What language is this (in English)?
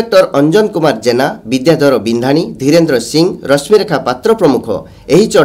Odia